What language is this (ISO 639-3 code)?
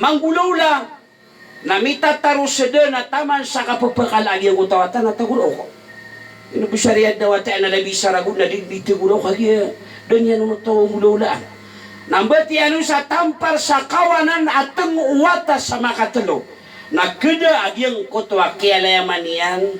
mrw